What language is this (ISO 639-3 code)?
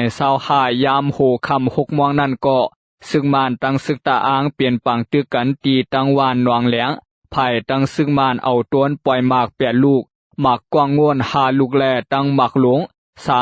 shn